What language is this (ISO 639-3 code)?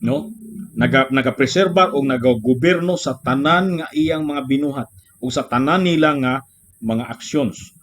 ceb